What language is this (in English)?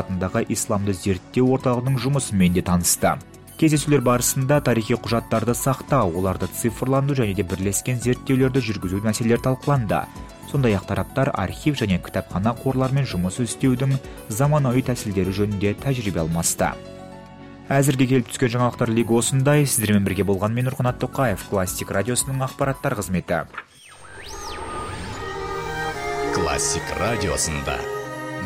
Kazakh